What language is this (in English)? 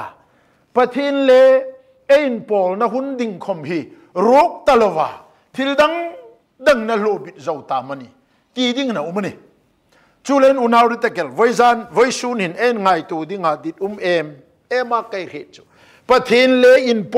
Hmar